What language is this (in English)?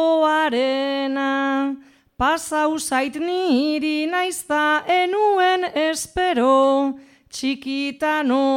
Basque